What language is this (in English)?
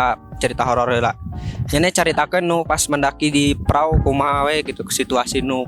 Sundanese